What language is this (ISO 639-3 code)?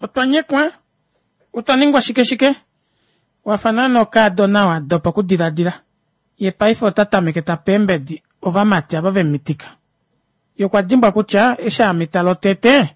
kua